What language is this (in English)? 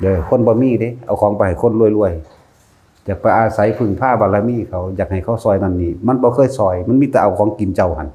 Lao